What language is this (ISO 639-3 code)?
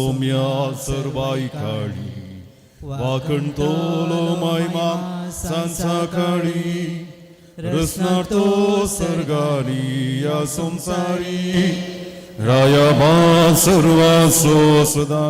kok